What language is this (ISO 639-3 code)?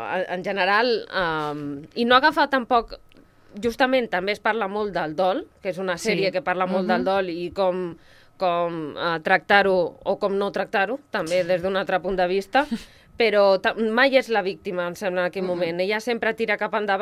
cat